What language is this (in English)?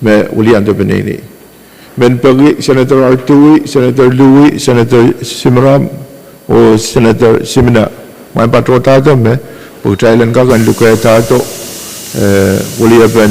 Pohnpeian